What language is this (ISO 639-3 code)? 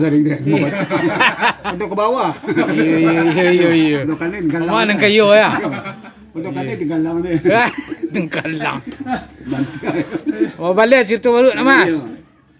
min